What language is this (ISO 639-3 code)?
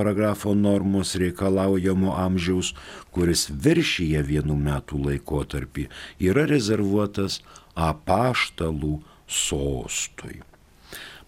lit